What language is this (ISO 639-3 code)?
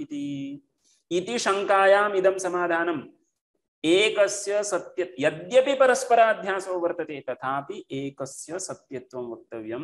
san